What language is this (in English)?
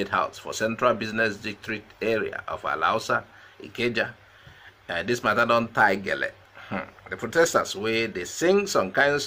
Nigerian Pidgin